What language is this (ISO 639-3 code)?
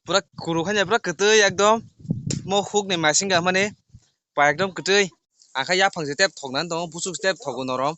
trp